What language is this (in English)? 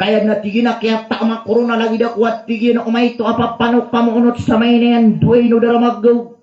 Maranao